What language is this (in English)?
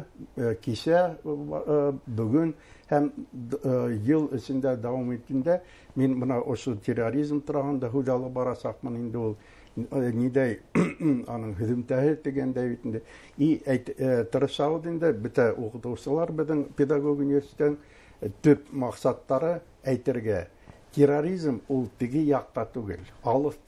Bashkir